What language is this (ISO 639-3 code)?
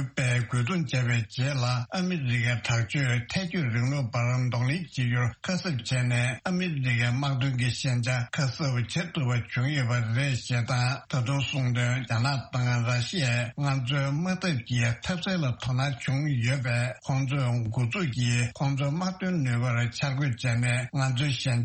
bod